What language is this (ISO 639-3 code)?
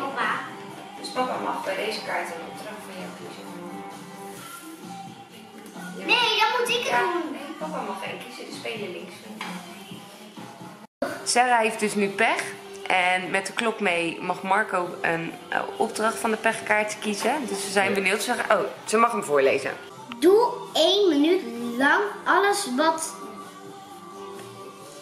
nld